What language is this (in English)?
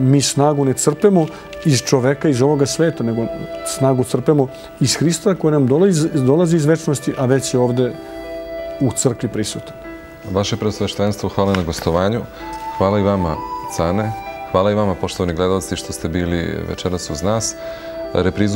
Serbian